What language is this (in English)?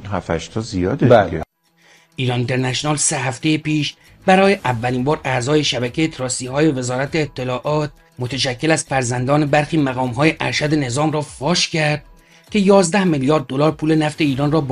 Persian